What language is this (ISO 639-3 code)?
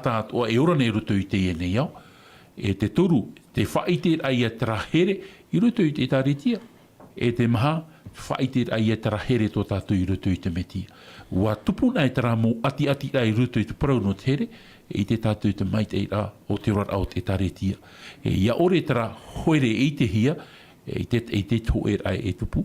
tah